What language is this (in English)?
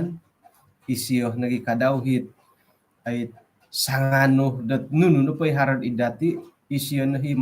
Central Dusun